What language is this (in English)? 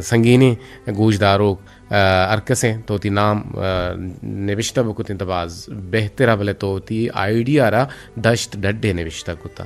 Eastern Balochi